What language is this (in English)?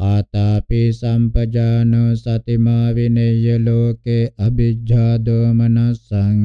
Pali